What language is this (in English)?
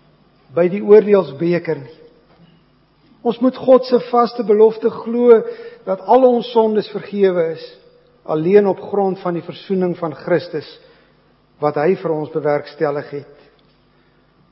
Afrikaans